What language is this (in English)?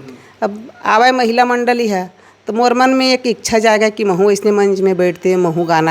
Chhattisgarhi